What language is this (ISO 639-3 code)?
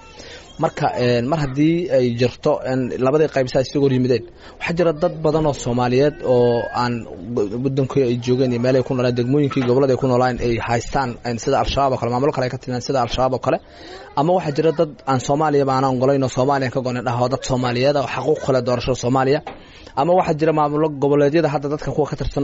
som